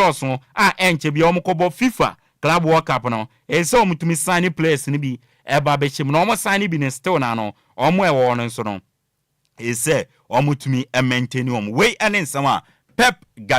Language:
Akan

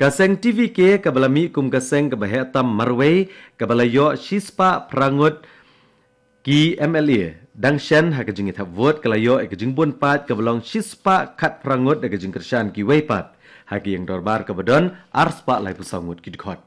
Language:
Khasi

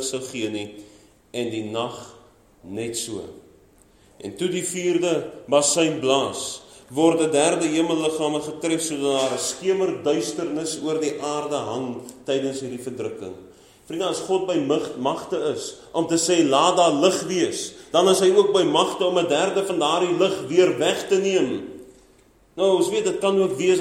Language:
Afrikaans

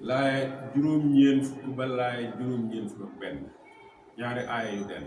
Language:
Wolof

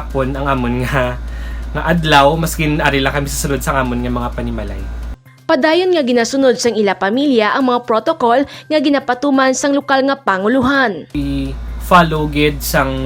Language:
Hiligaynon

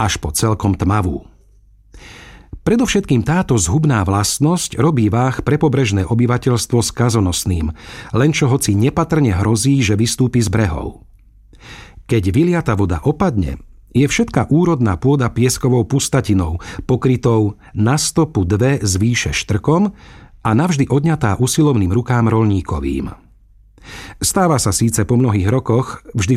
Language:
Slovak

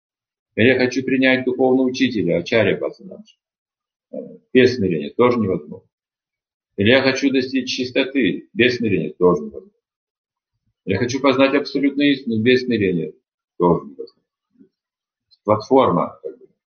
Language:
Russian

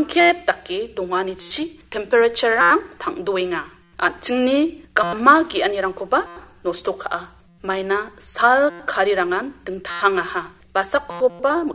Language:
Garo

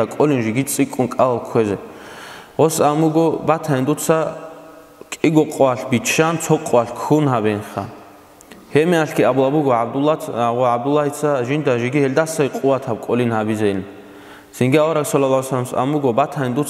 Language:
Avaric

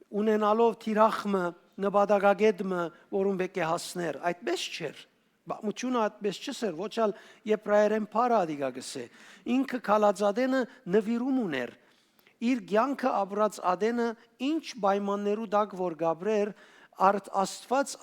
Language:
Western Armenian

